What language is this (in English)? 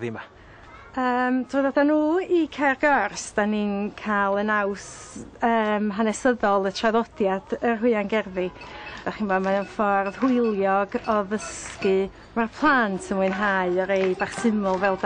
Welsh